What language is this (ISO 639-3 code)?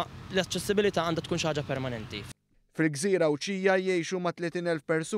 mlt